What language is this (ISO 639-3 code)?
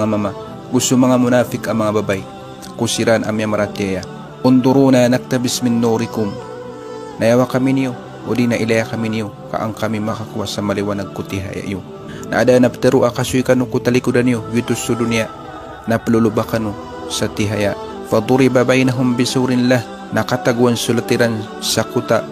mrw